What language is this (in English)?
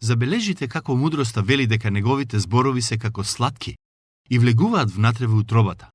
Macedonian